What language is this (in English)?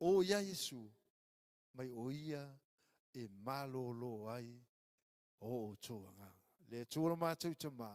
Samoan